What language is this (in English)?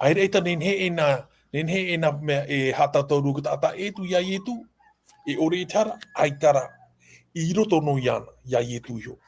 Tahitian